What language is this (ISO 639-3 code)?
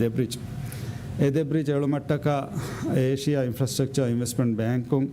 div